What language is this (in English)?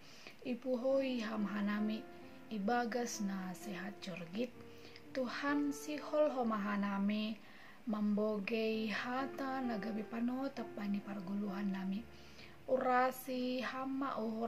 Batak Simalungun